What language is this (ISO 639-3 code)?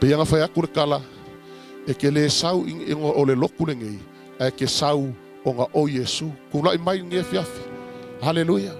smo